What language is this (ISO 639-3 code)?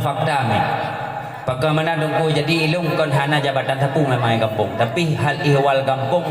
ace